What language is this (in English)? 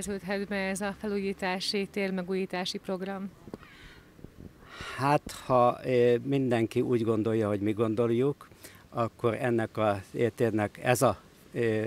Hungarian